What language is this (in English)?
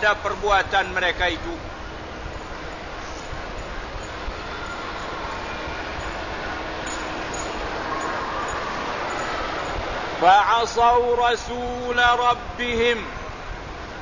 Malay